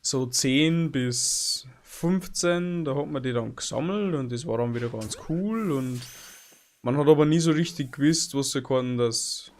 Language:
Bavarian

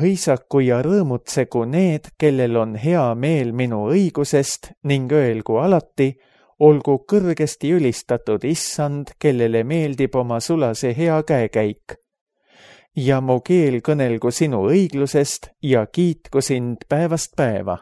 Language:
Estonian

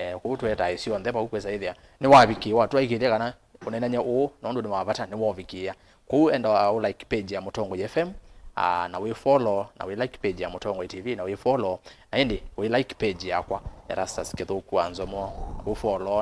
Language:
Kamba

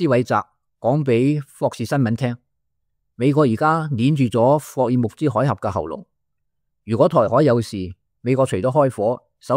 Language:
Cantonese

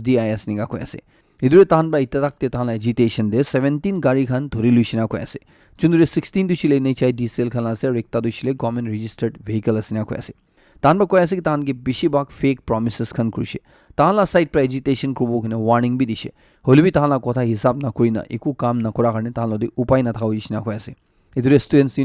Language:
Naga Pidgin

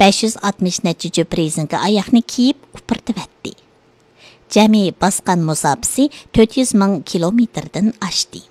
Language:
Uyghur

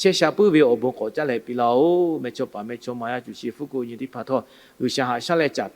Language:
Lahu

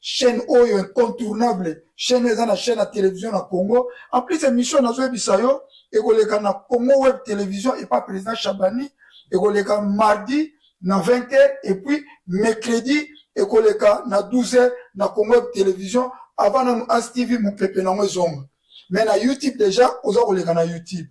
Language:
Lingala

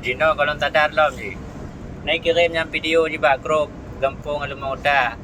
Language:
Achinese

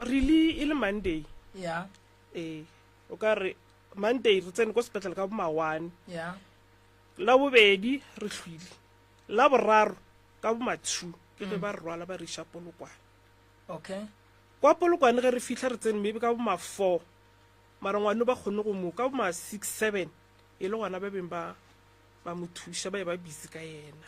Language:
Northern Sotho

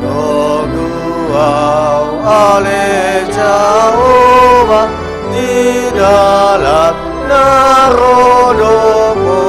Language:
Batak Toba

